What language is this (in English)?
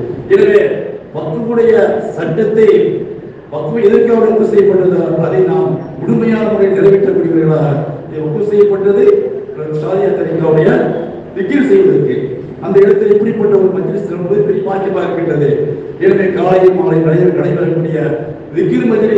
Tamil